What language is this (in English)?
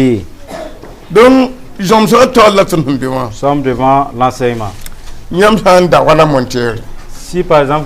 Mossi